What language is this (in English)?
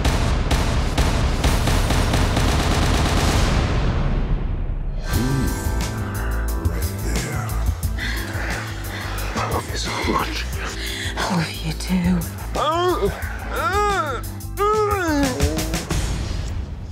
English